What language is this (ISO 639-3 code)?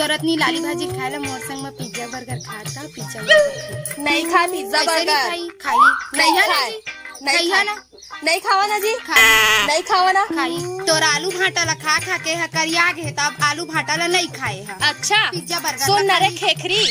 hne